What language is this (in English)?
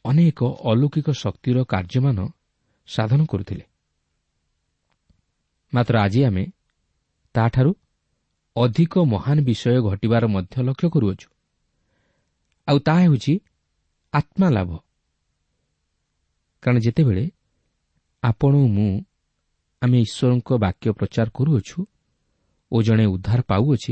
Odia